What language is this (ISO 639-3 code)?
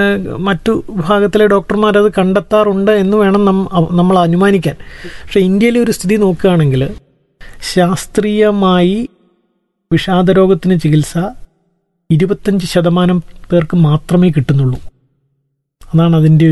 mal